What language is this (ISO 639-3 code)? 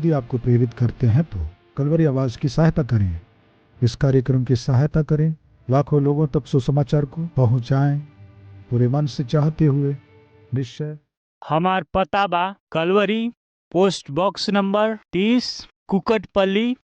bho